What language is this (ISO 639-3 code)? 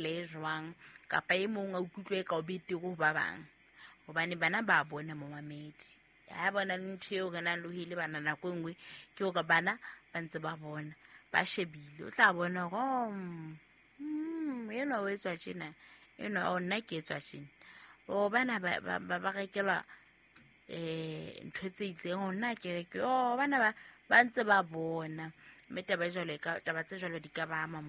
sot